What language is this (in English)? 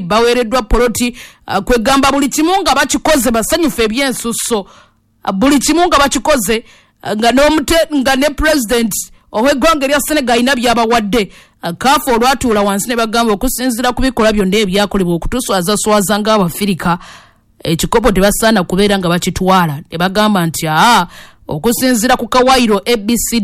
Ganda